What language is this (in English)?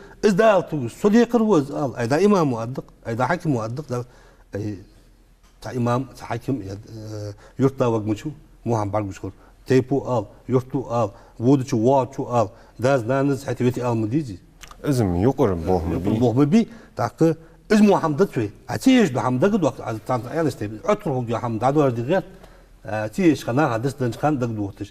Ingush